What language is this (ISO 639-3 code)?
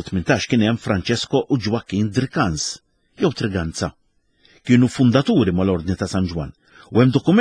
mlt